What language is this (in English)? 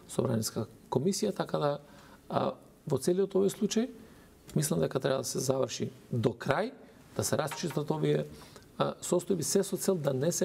Macedonian